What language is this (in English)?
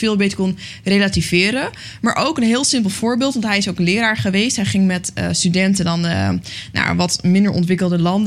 Dutch